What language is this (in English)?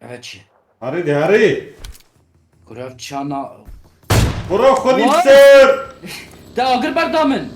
Kurdish